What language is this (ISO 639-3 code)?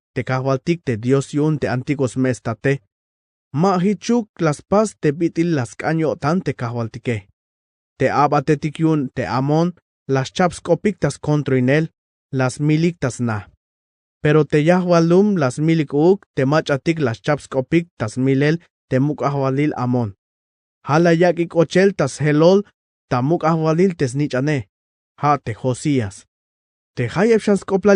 tzh